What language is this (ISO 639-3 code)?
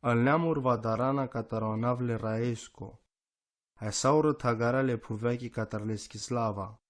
rom